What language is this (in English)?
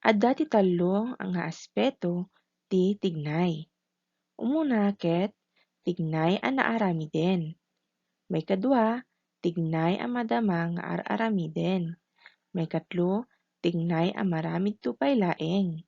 Iloko